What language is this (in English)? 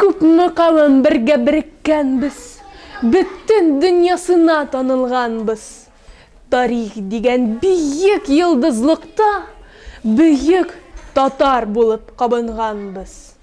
Tatar